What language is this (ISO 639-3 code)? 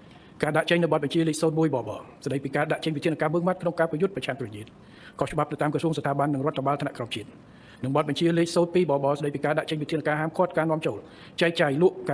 khm